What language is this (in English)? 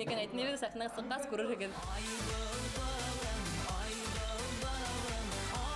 Bashkir